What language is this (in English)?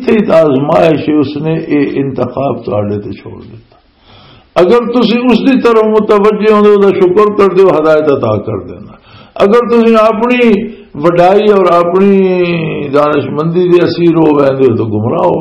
Western Panjabi